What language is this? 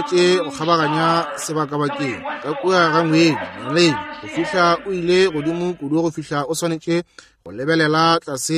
Northern Sotho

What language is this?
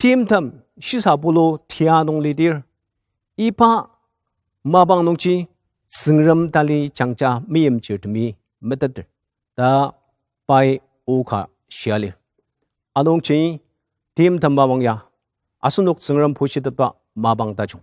Ao Naga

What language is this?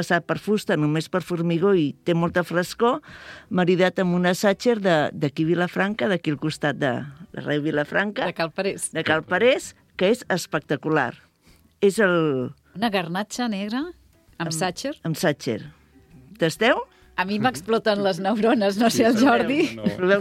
Catalan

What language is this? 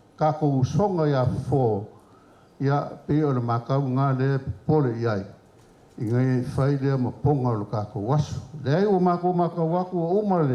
Samoan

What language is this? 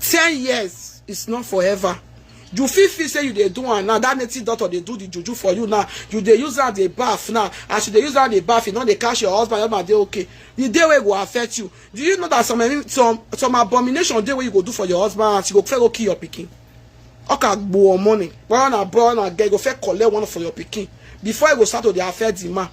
Nigerian Pidgin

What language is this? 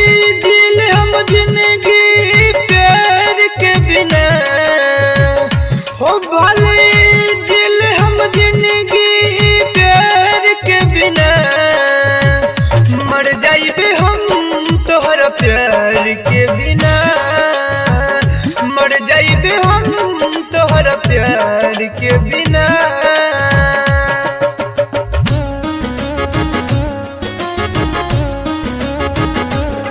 Bhojpuri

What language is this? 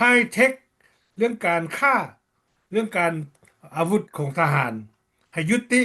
Lao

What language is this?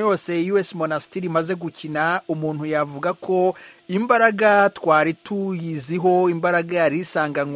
Kinyarwanda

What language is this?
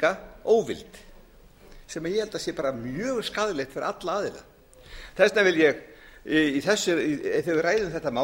Icelandic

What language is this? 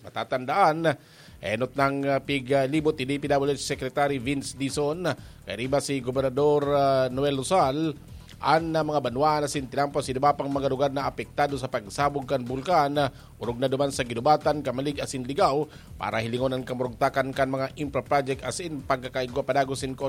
Bikol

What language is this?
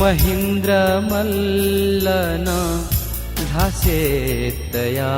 Newari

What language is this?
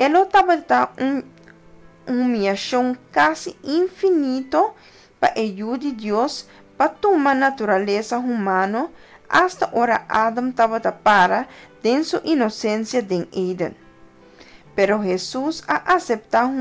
Papiamento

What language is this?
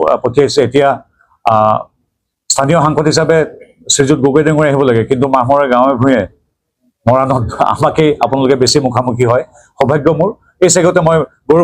Assamese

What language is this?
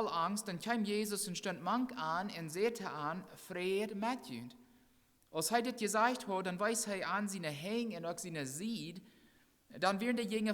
Plautdietsch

